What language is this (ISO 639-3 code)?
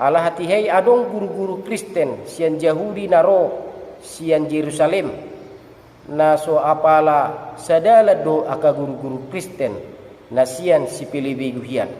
bbc